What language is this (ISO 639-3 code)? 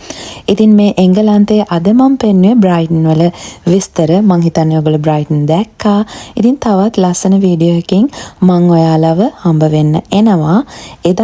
sin